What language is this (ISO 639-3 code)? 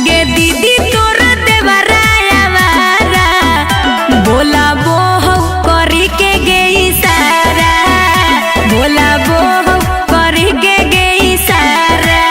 mag